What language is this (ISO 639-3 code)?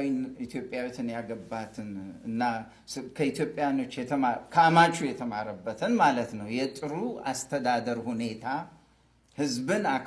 amh